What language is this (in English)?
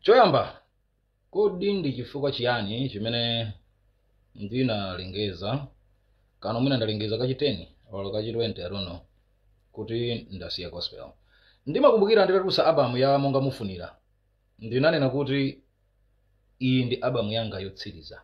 Nyanja